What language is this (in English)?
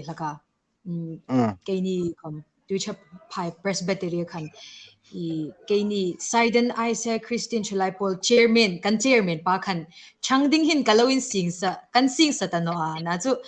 Hmar